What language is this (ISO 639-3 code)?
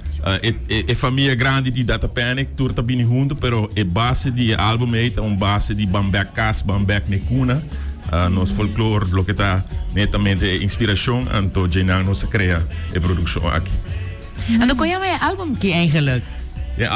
pap